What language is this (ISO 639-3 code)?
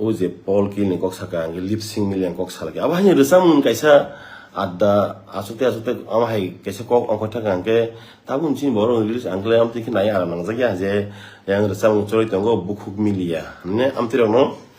trp